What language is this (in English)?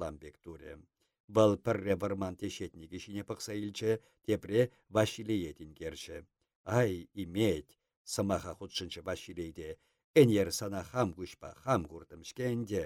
Chuvash